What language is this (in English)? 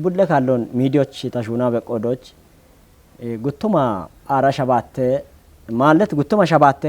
Kafa